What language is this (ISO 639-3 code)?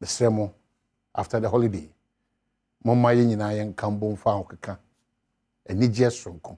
aka